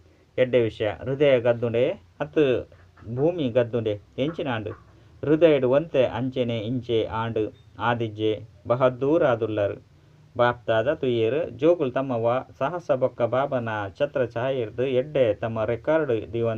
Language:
Tulu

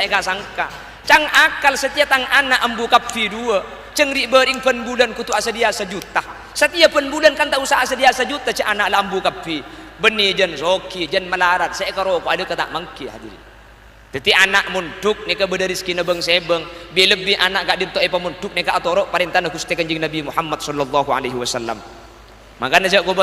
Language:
Madurese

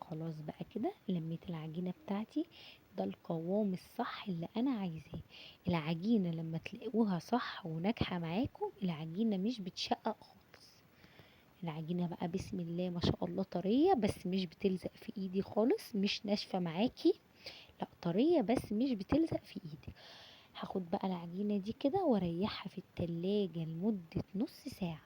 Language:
Egyptian Arabic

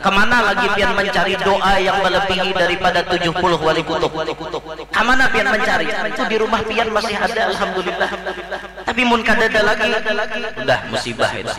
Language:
Banjar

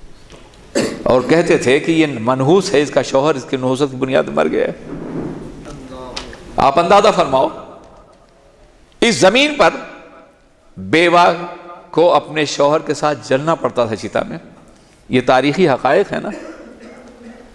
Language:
Urdu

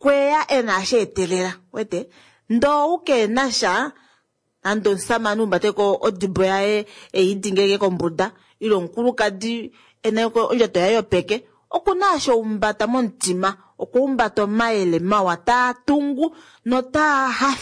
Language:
Kuanyama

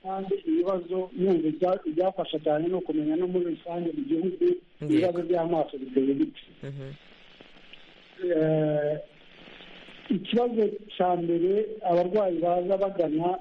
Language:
Kinyarwanda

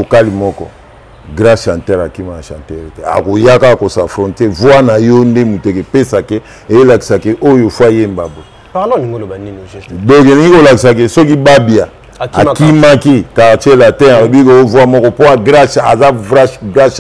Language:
Lingala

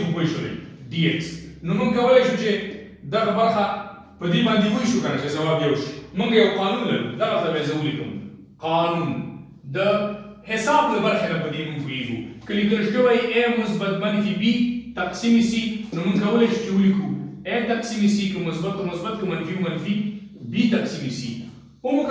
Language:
Pashto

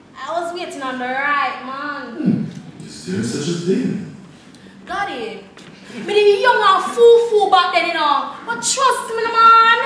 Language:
Jamaican Creole English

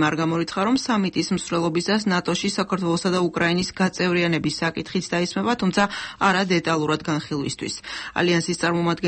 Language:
Georgian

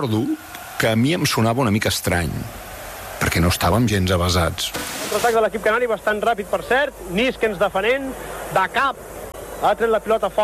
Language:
Catalan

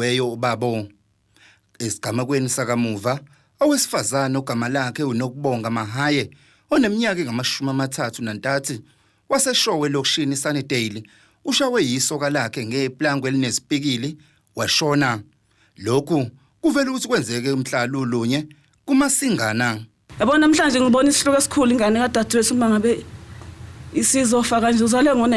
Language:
Zulu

